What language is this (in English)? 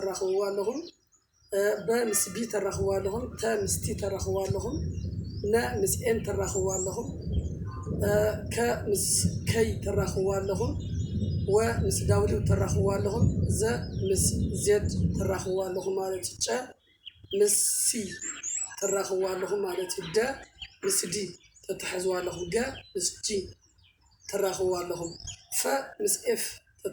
Tigrinya